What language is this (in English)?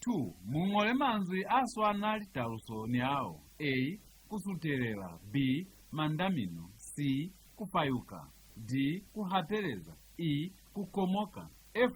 Lozi